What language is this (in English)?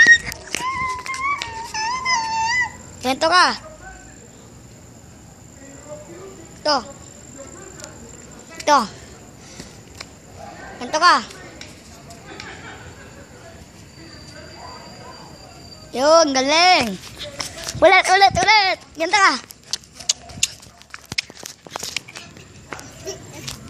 Filipino